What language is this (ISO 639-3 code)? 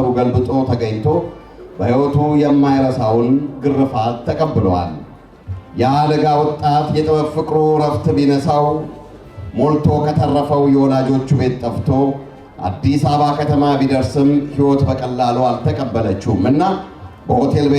amh